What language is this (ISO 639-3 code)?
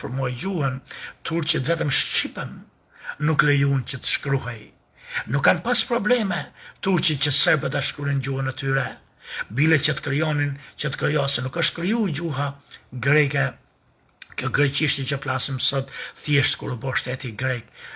sqi